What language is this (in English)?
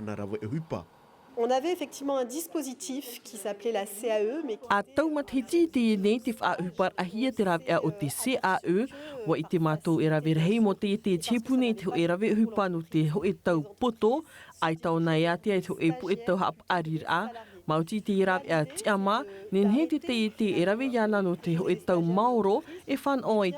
Tahitian